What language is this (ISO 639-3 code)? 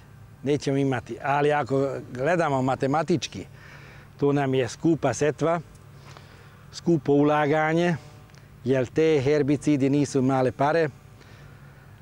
srp